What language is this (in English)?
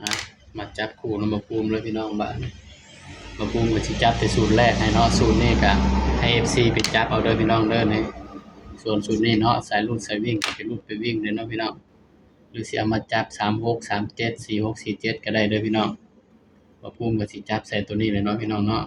Northeastern Thai